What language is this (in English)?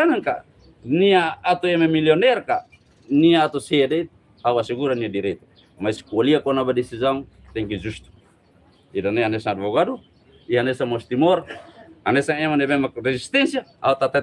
Tetum